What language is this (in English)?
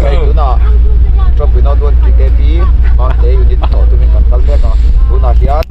Mizo